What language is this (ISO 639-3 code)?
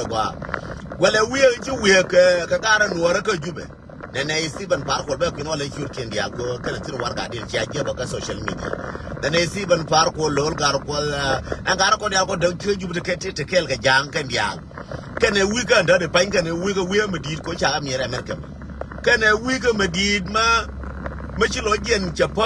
nus